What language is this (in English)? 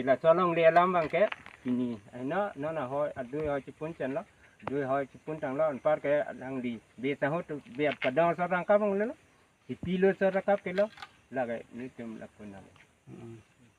Karbi